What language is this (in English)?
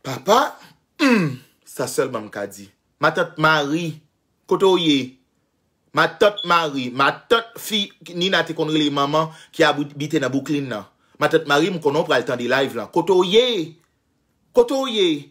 Haitian Creole